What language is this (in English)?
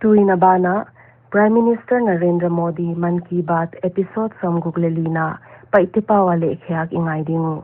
Paite Chin